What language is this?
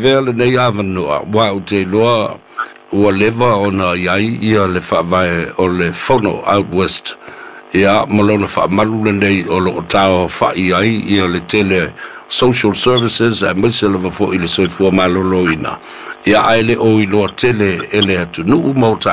Samoan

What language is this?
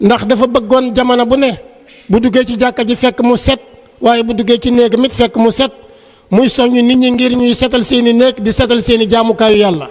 Wolof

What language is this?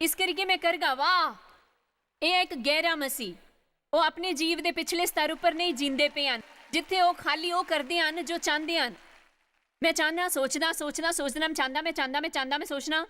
Dogri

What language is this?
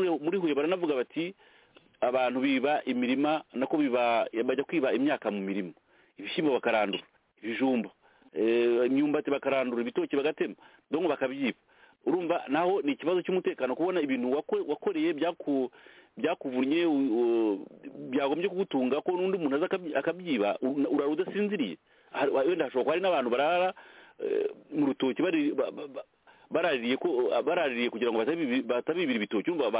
Kinyarwanda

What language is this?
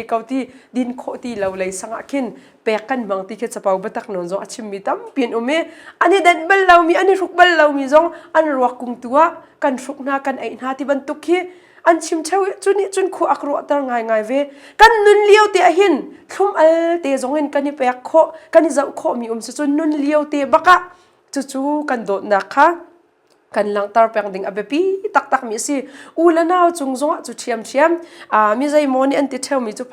Hakha Chin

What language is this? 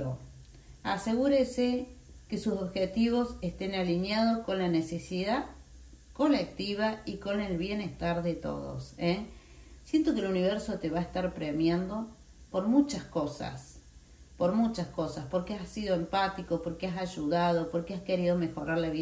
Spanish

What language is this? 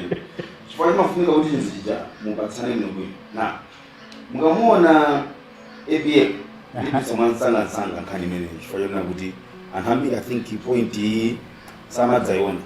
Nyanja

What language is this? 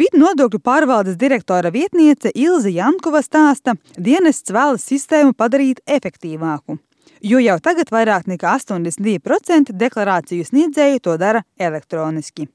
Latvian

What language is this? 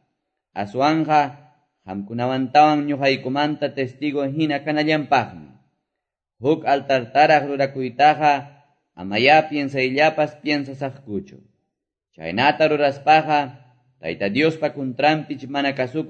Quechua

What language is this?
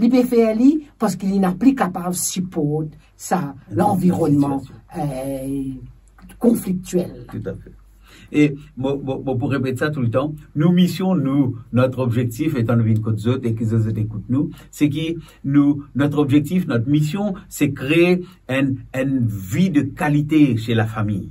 Morisyen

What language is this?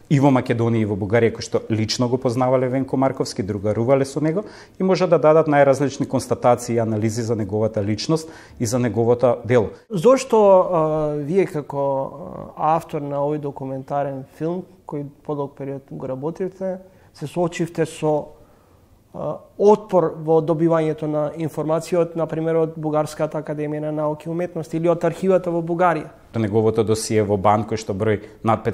Macedonian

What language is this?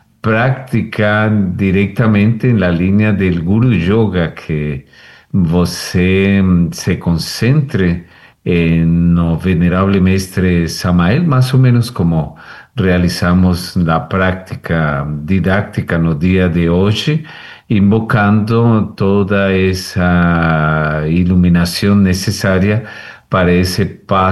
Portuguese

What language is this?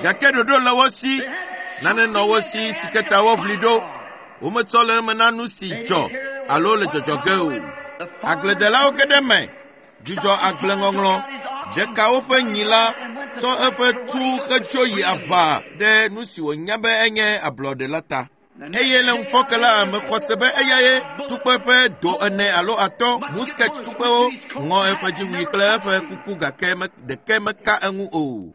Ewe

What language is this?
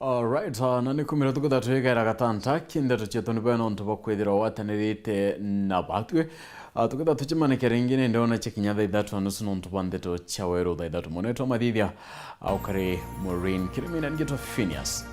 Meru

